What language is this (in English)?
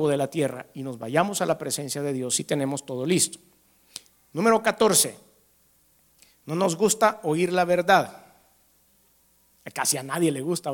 Spanish